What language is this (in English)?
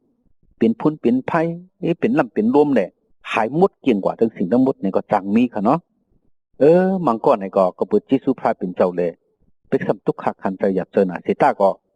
Shan